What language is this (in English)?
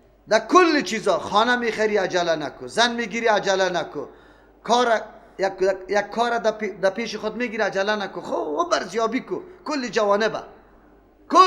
Persian